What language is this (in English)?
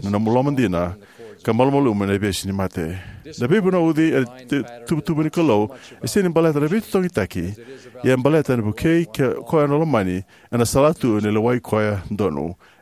Fijian